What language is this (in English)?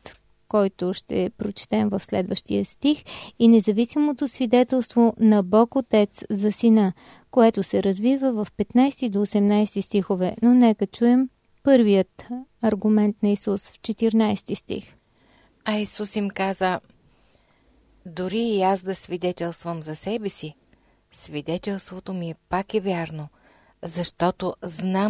Bulgarian